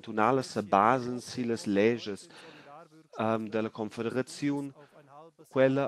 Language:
Romansh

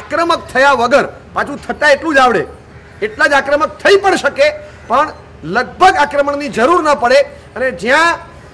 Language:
Gujarati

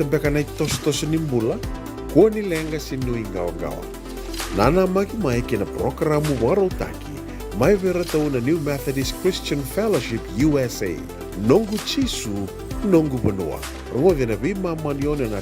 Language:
Fijian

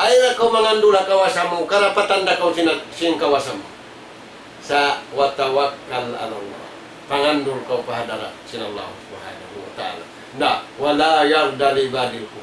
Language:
Tausug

